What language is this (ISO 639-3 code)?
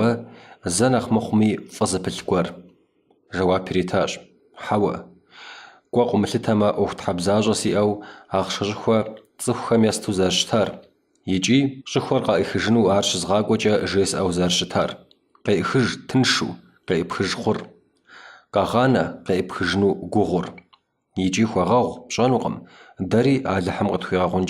kbd